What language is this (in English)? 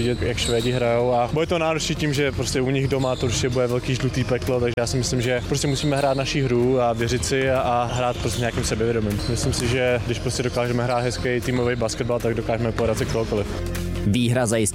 Czech